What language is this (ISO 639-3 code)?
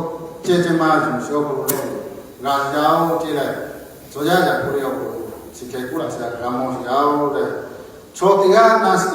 lhu